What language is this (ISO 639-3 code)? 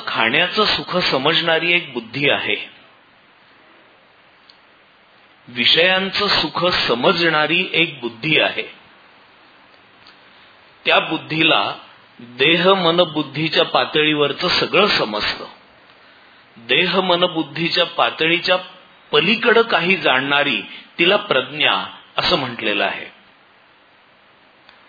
mar